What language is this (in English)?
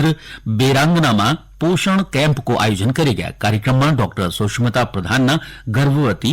Garhwali